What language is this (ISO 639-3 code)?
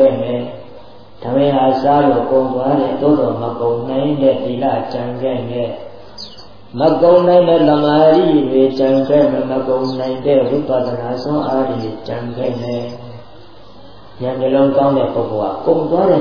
mya